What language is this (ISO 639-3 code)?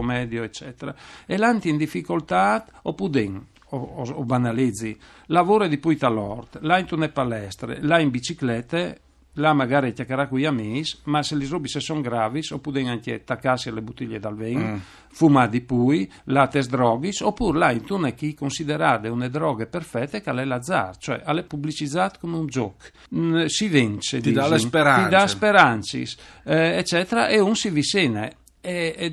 fur